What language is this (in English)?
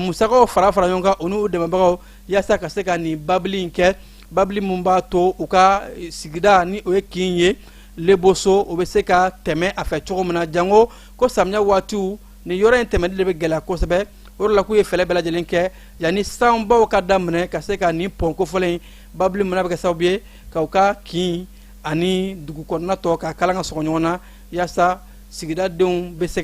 Bambara